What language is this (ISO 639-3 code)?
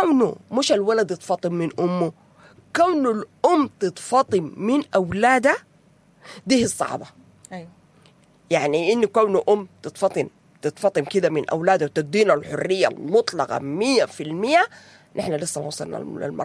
apd